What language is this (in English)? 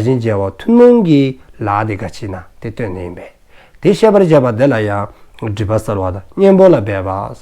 Dzongkha